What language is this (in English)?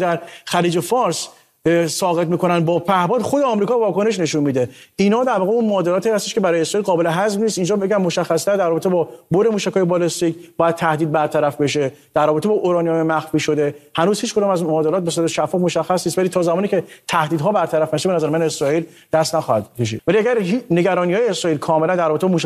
Persian